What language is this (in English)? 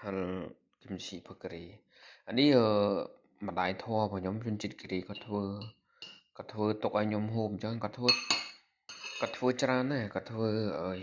Khmer